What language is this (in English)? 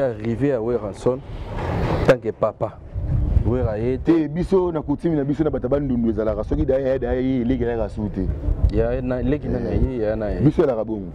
Lingala